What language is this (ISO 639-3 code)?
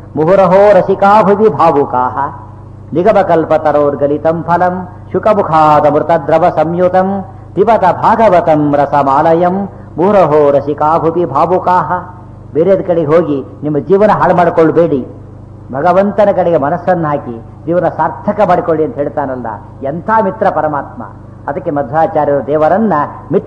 kan